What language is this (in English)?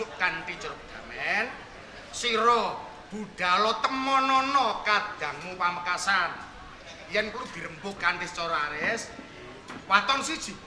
Javanese